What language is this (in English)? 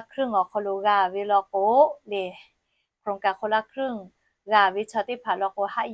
Lahu